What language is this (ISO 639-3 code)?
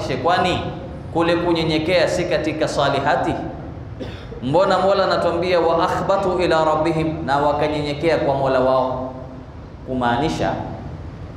swa